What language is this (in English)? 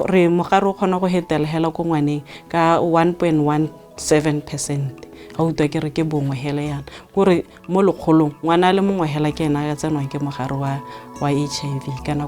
Tswana